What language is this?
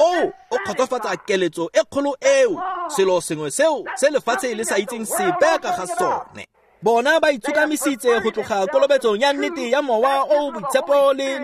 Tswana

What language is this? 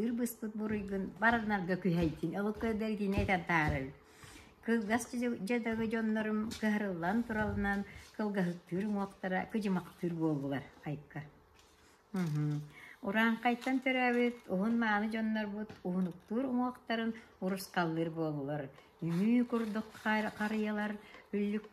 Yakut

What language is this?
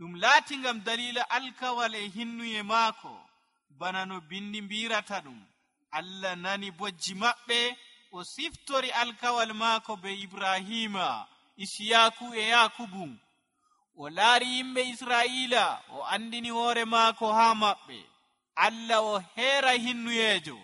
Nigerian Fulfulde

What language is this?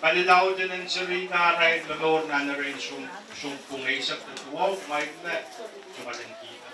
Pohnpeian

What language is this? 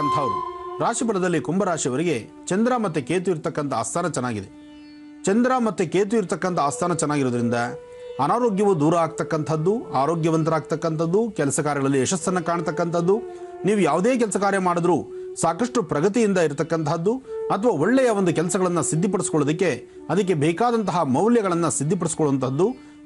Kannada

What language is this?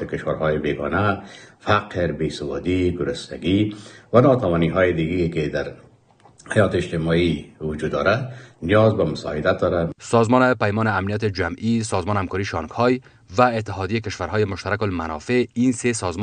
Persian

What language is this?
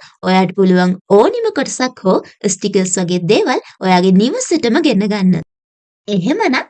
Sinhala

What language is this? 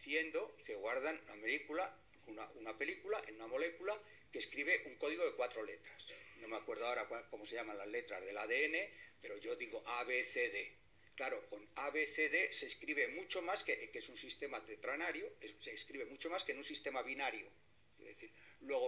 Spanish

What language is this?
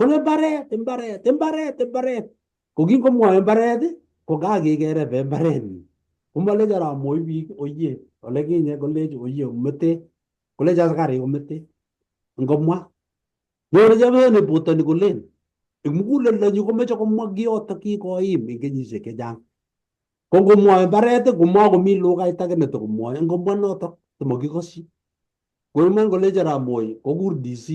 Kalenjin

